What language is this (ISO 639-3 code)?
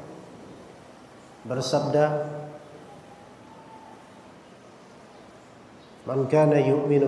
ind